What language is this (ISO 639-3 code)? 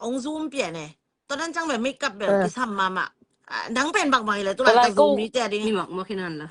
ctd